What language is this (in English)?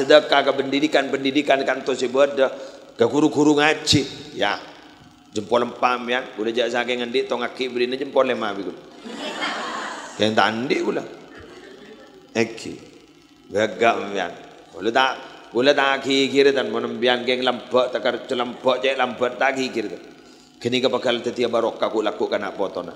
Madurese